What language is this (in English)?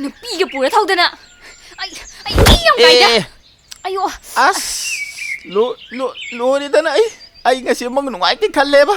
Manipuri